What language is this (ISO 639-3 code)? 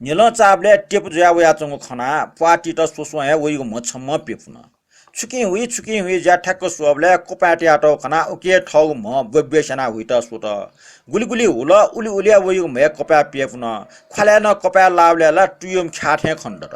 new